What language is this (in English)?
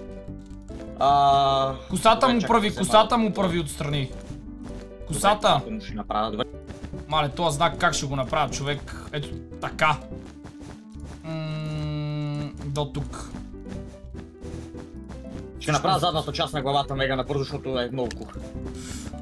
Bulgarian